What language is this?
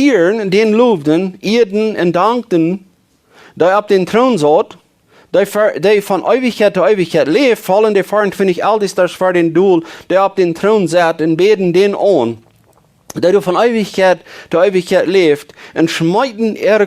Plautdietsch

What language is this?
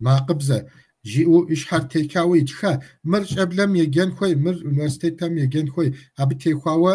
Kabardian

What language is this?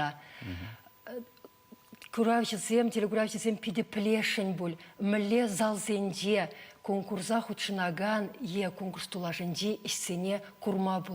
Chuvash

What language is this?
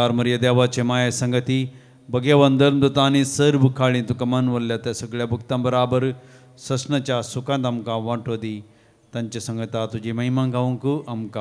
Konkani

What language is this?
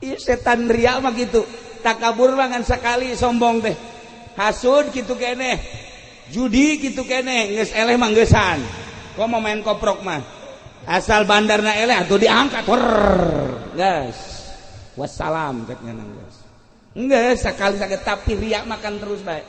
Sundanese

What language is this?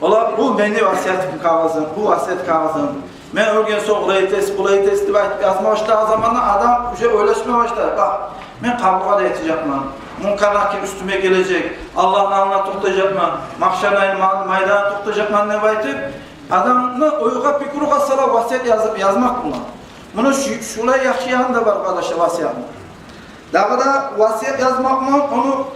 Kumyk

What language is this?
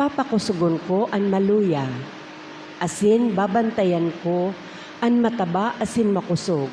Bikol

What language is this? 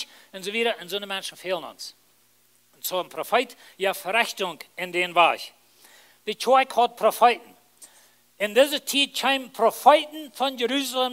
Plautdietsch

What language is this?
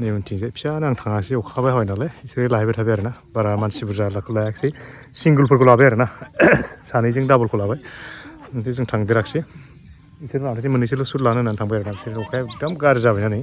Bodo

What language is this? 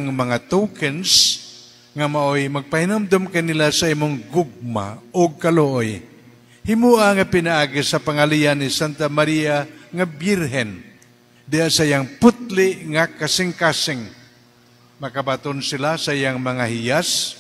Cebuano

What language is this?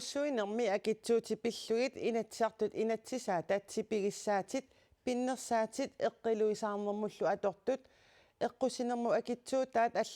Kalaallisut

